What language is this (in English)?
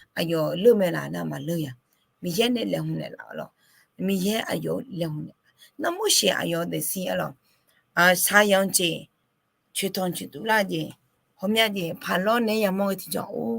Akha